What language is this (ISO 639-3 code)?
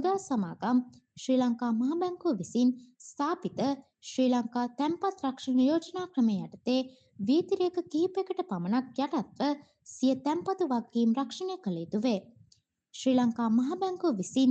sin